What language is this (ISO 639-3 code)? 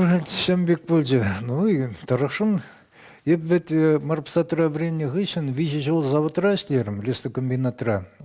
chv